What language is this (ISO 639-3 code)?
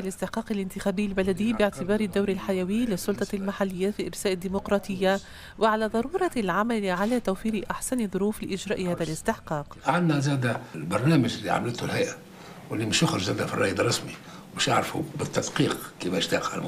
aeb